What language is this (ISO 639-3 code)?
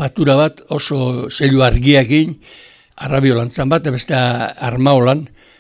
eus